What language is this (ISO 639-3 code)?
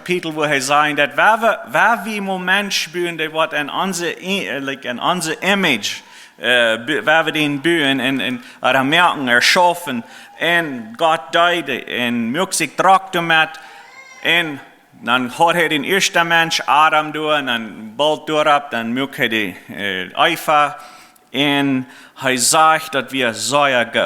pdt